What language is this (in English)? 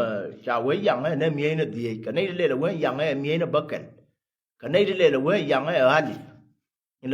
Nuer